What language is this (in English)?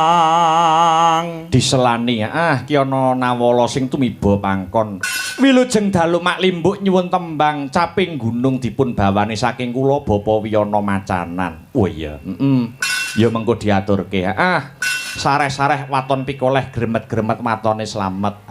Javanese